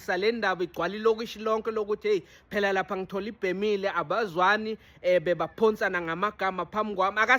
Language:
Zulu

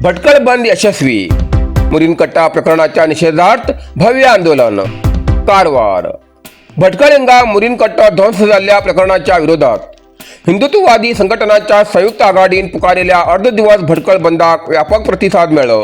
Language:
Konkani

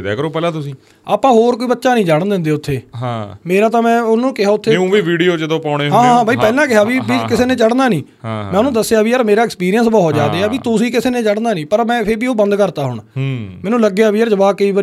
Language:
Punjabi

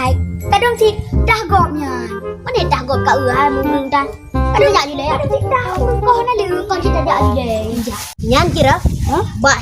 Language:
Achinese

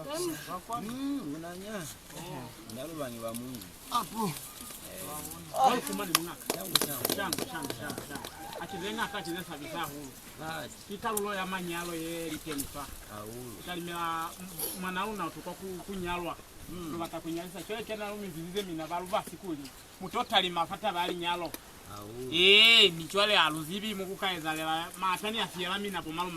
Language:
Lozi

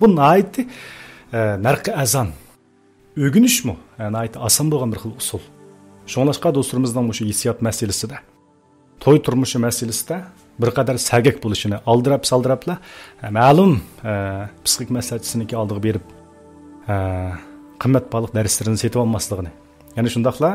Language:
Uyghur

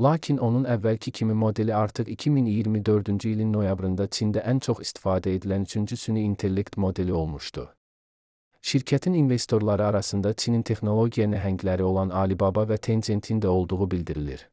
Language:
Azerbaijani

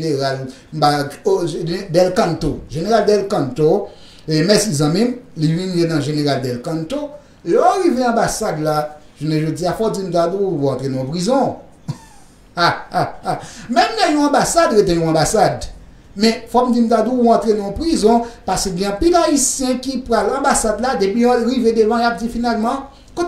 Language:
Haitian Creole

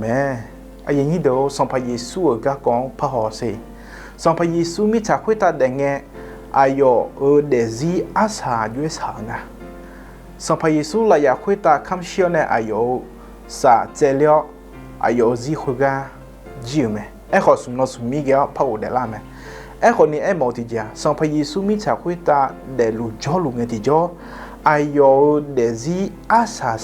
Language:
Akha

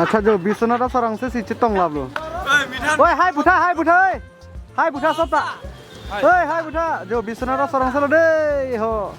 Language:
Karbi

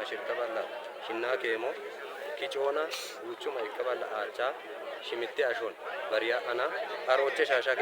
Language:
Kafa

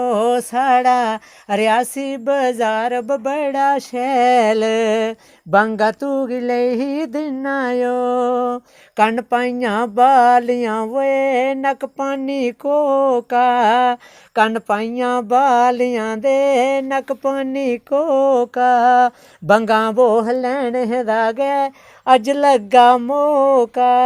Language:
Dogri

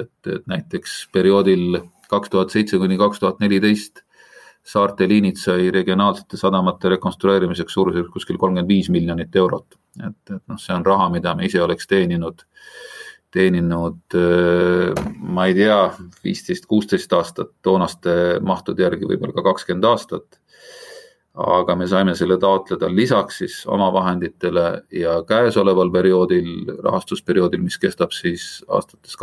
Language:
Estonian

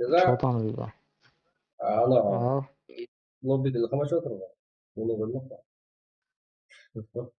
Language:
Kara-Kalpak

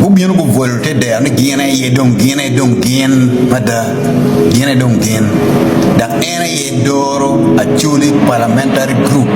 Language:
Acoli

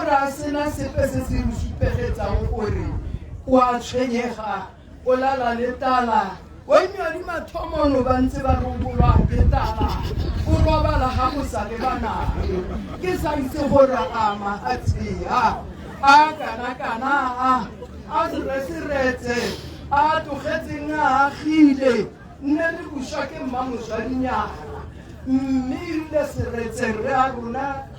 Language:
Tswana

